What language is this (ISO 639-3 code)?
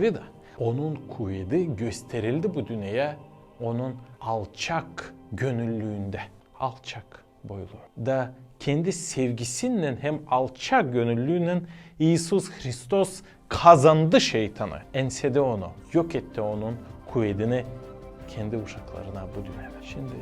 gag